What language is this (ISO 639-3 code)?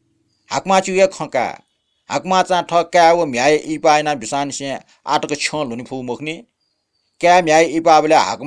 new